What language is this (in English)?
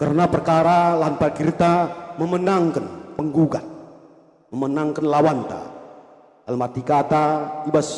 Batak Karo